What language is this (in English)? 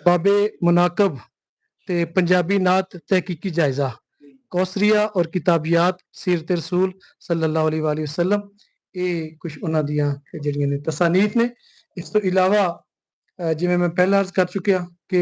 Western Panjabi